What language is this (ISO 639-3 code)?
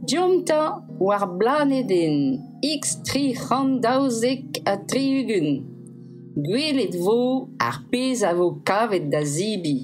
bre